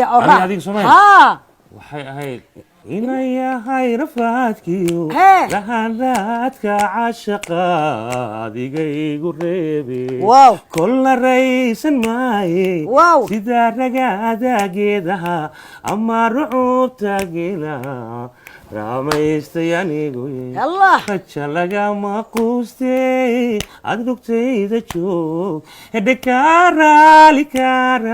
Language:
Somali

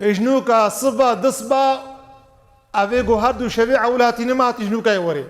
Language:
Kurdish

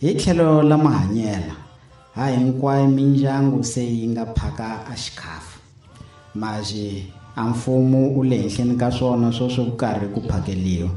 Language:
Tsonga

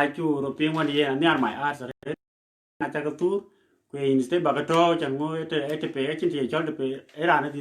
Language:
Dinka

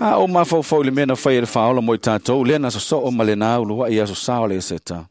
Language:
Samoan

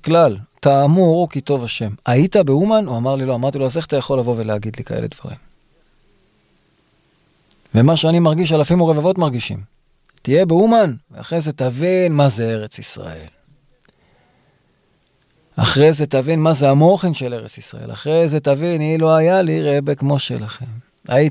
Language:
Hebrew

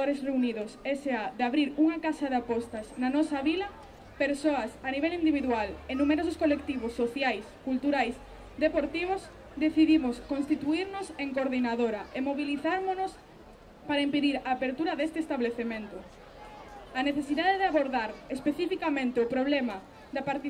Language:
Galician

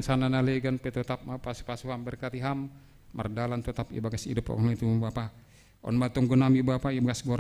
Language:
Batak Simalungun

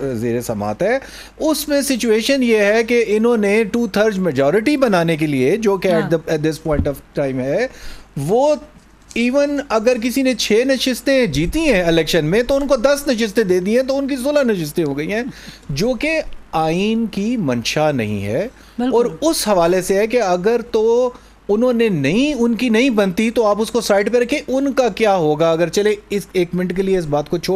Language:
Urdu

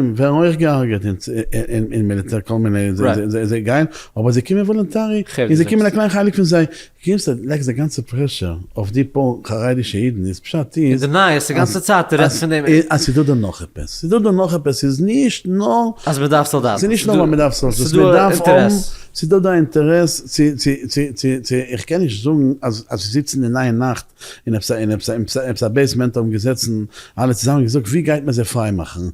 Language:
Yiddish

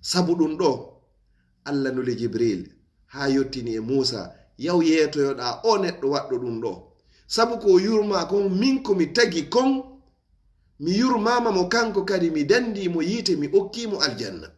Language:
Fula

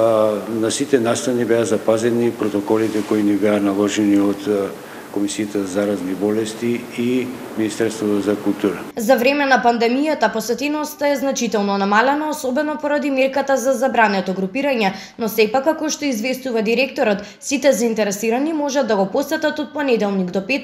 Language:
Macedonian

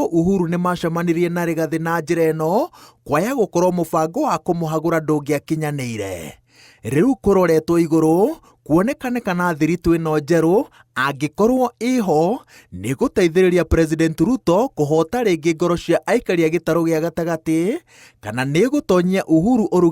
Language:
Kikuyu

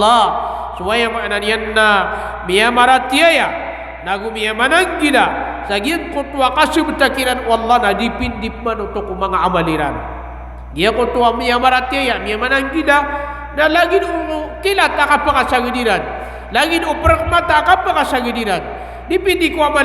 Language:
Maranao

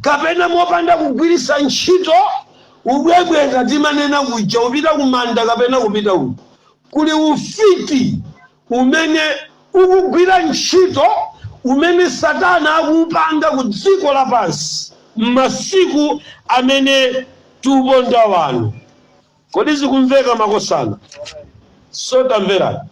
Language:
Nyanja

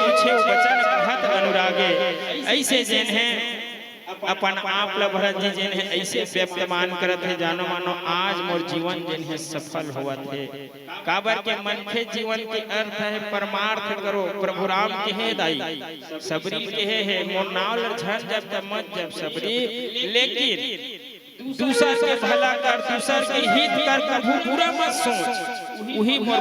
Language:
Chhattisgarhi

